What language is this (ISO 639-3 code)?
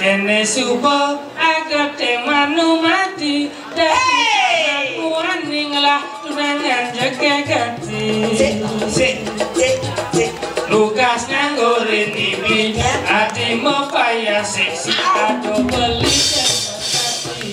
ban